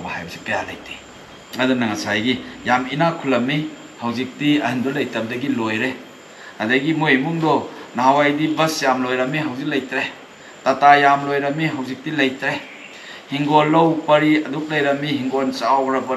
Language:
Manipuri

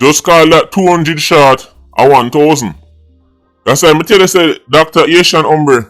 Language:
Jamaican Creole English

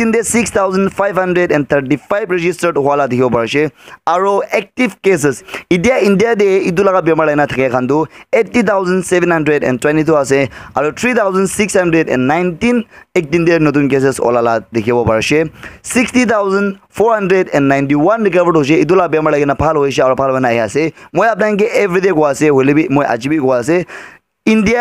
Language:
Naga Pidgin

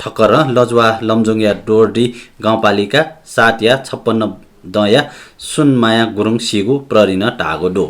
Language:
Newari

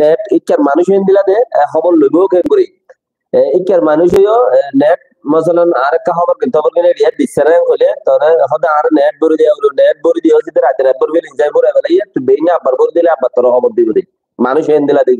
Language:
Rohingya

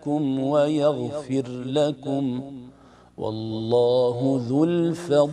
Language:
Arabic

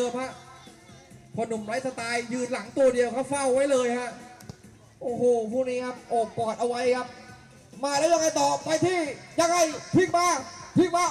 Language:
Thai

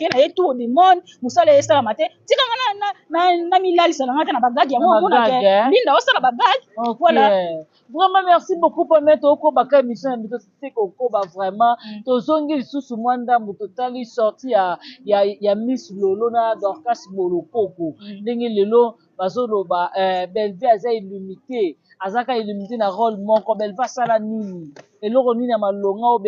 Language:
Lingala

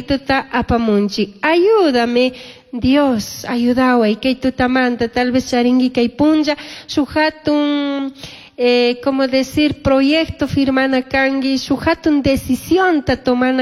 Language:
Chimborazo Highland Quichua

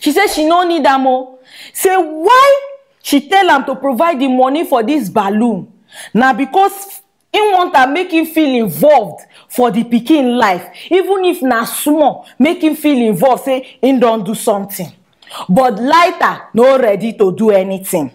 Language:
Nigerian Pidgin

